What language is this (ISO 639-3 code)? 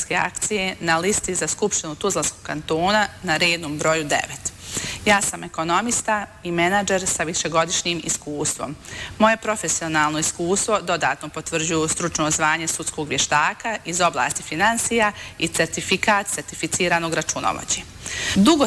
bos